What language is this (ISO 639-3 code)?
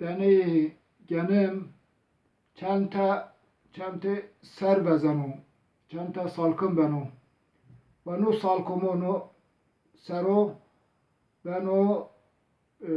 zza